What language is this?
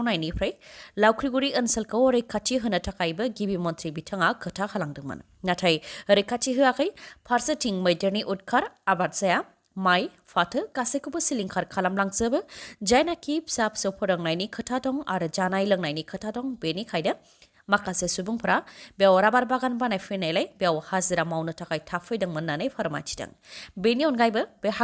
Bodo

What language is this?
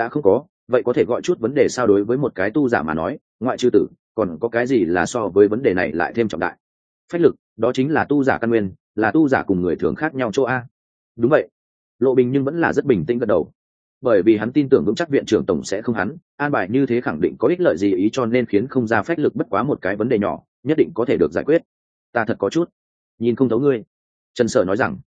Vietnamese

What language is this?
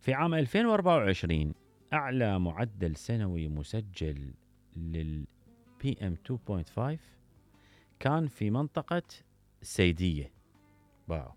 Mesopotamian Arabic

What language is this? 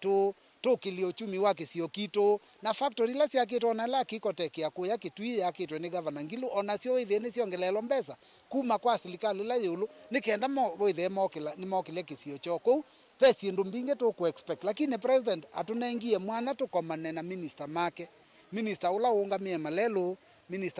Kamba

